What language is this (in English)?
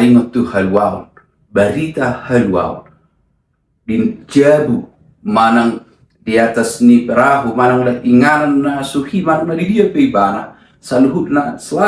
Batak Toba